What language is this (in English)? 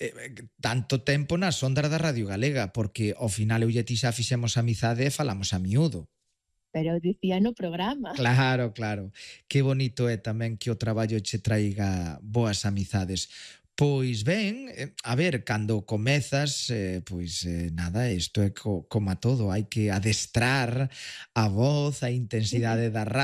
Galician